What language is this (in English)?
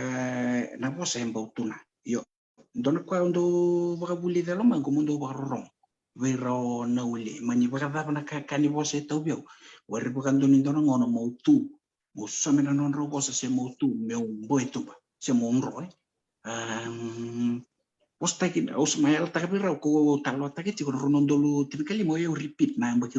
Fijian